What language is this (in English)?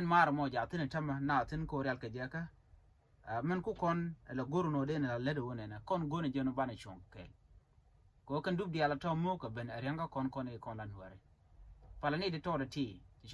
Nuer